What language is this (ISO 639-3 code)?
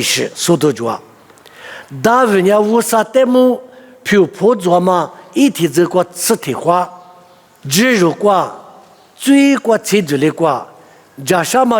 lis